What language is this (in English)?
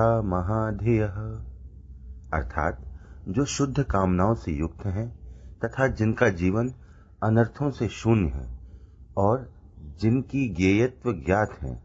Sanskrit